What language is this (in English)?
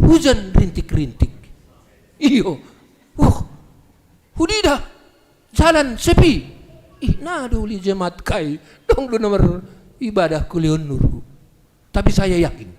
Batak Simalungun